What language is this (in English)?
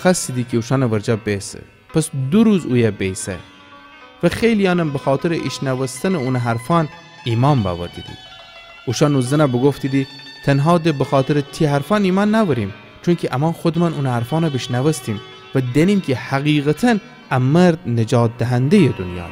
Gilaki